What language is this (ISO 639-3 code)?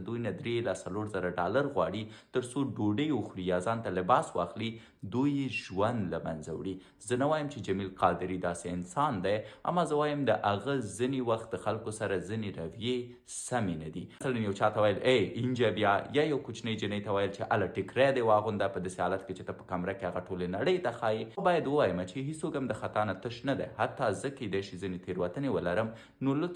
pus